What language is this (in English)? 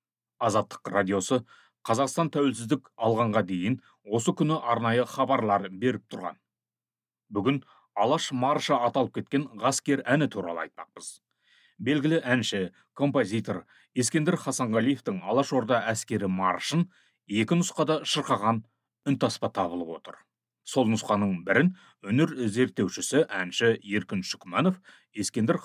Kazakh